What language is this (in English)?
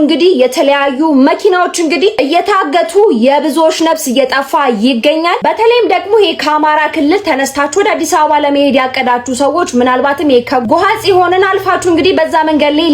Amharic